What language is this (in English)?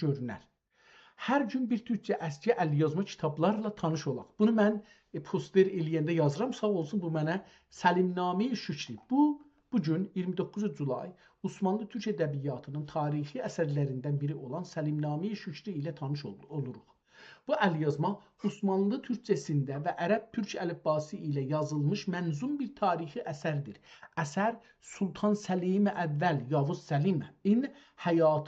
South Azerbaijani